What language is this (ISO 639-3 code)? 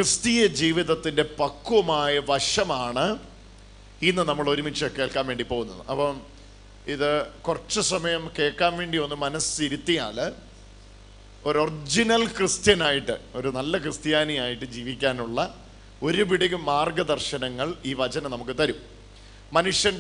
mal